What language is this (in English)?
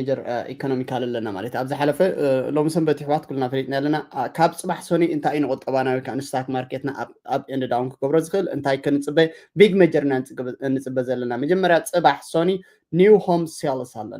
Tigrinya